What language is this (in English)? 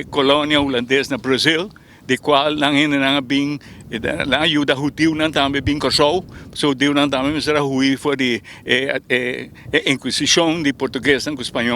Papiamento